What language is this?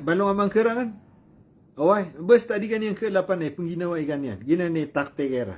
Maranao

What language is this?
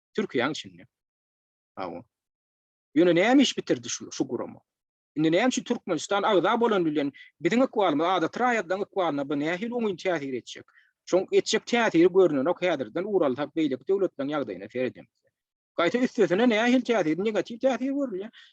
Turkmen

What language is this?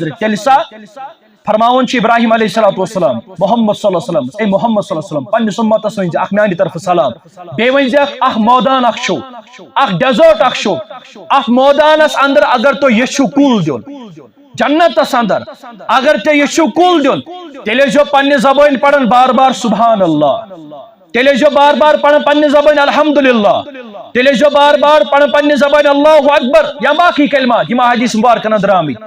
Kashmiri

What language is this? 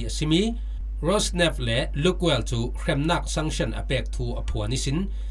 Falam Chin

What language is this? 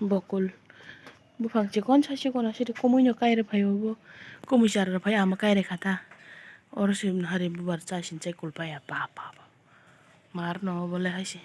Kok Borok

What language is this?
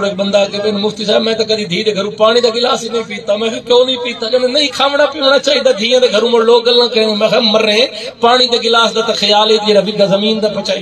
Saraiki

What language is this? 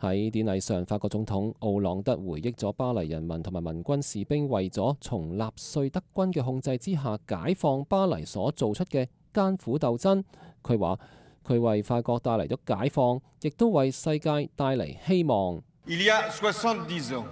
Cantonese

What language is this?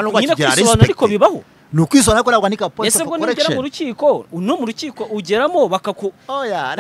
Kinyarwanda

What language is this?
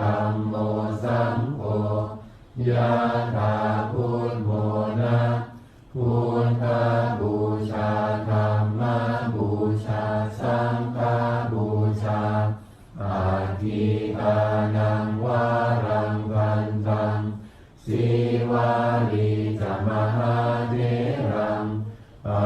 Pali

